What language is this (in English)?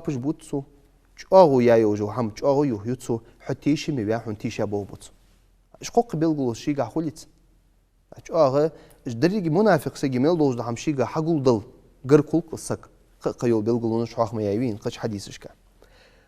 Ingush